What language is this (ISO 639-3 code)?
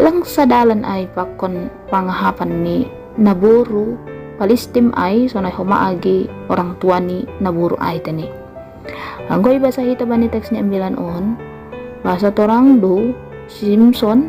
bts